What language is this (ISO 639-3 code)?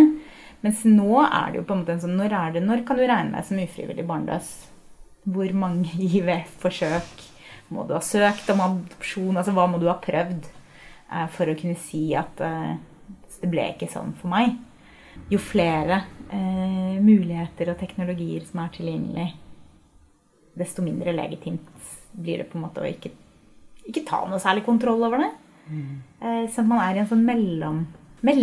nor